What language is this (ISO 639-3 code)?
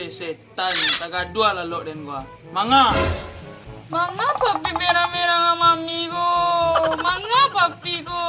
min